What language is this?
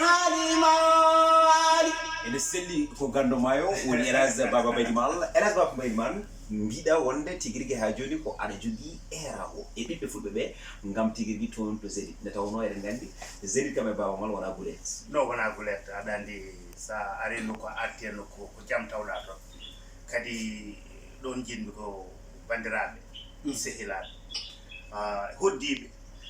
Fula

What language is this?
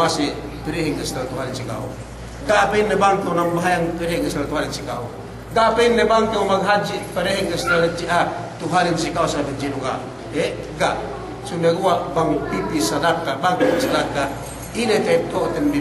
Yakan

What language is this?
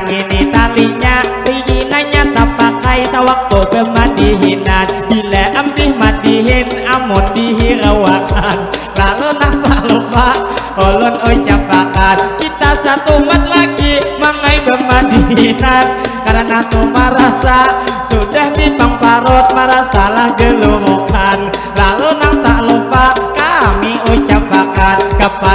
Banjar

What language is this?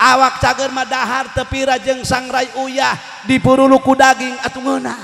Sundanese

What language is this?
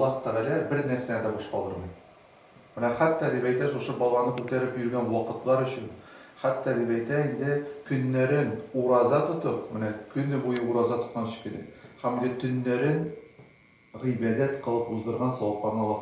Tatar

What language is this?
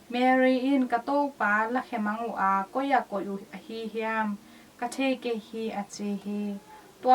Tedim Chin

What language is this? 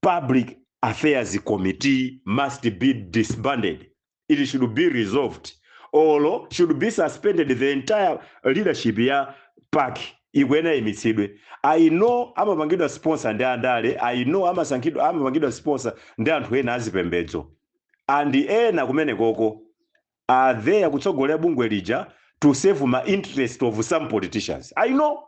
Nyanja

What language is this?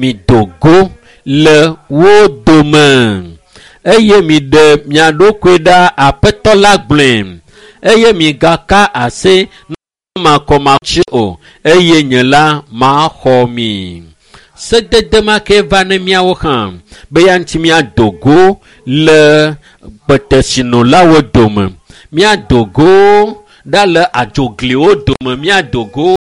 Ewe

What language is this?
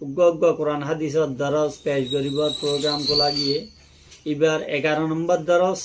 Rohingya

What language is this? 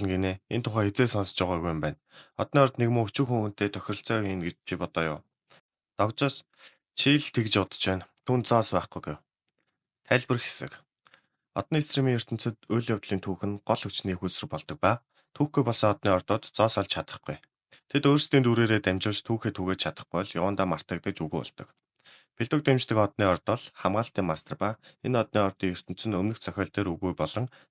Mongolian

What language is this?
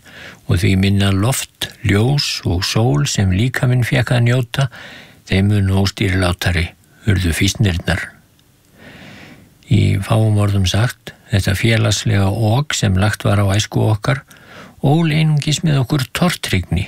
Icelandic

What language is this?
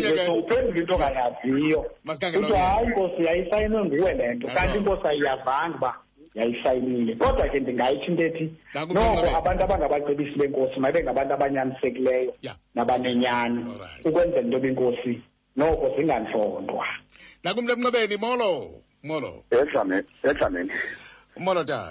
Xhosa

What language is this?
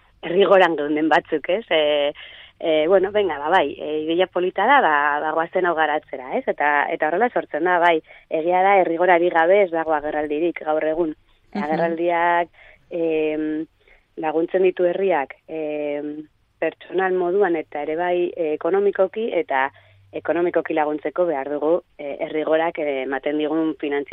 Basque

